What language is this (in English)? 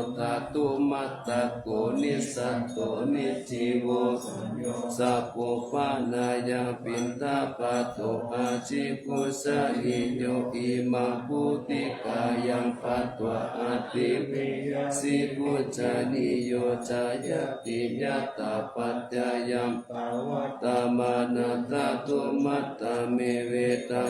Pali